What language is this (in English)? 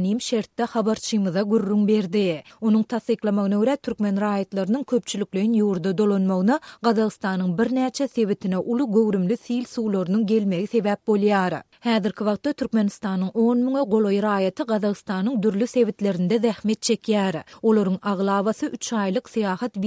Turkmen